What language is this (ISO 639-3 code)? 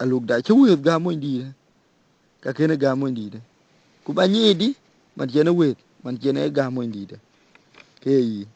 din